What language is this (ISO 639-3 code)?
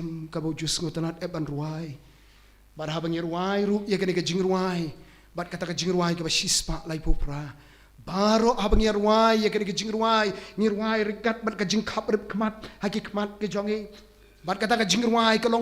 kha